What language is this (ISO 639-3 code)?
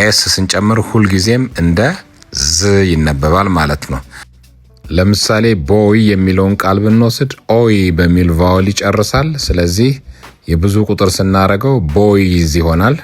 amh